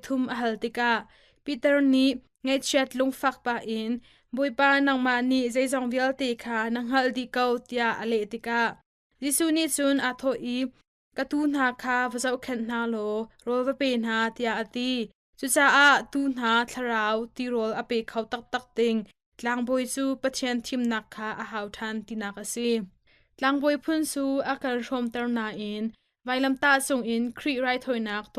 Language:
Hakha Chin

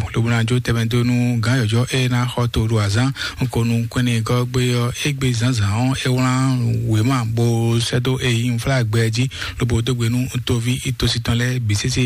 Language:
Fon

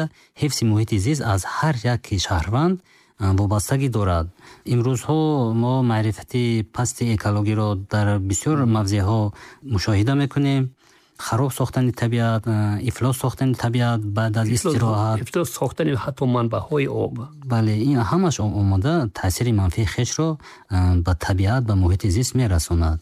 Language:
Tajik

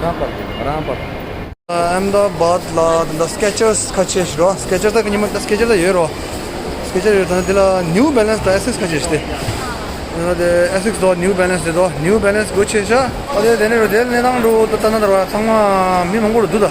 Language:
Tibetan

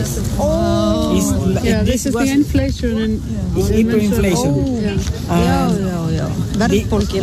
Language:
Icelandic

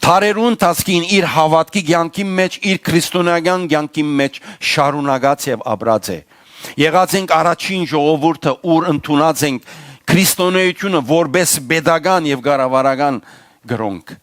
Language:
Western Armenian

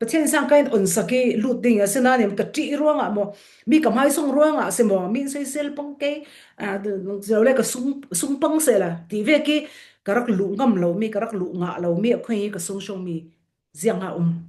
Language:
Falam Chin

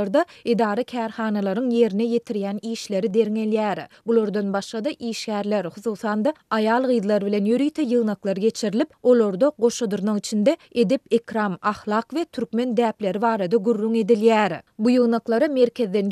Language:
Turkmen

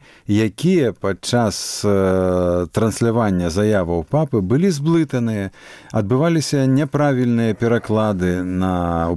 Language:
Belarusian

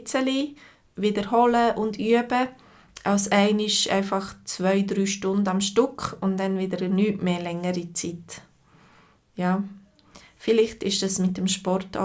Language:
Swiss German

